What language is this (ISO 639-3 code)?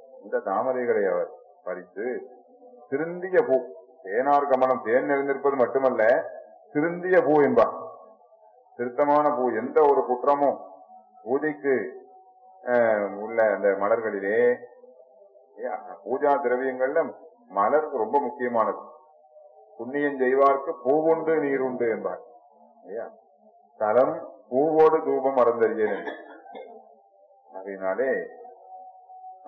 tam